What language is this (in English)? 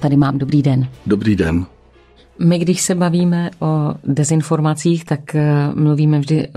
Czech